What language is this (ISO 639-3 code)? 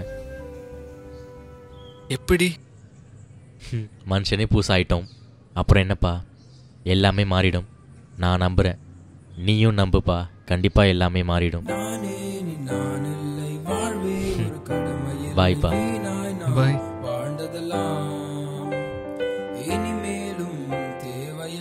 tam